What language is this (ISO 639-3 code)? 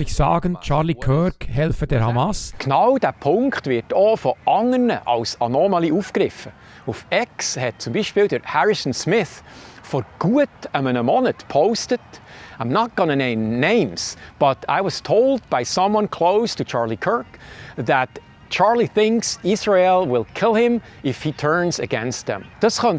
gsw